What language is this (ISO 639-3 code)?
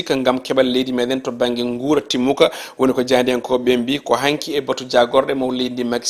ful